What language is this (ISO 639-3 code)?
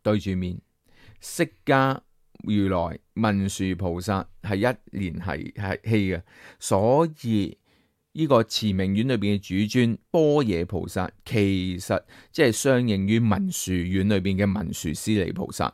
yue